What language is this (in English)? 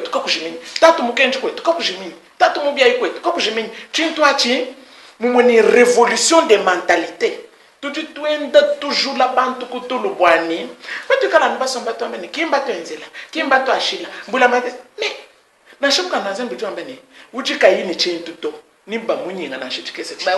Luba-Lulua